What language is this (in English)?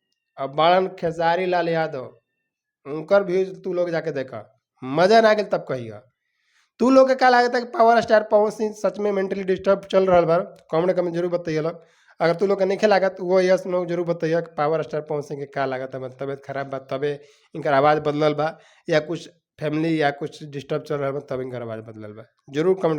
Bhojpuri